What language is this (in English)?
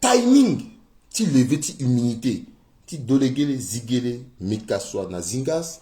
Sango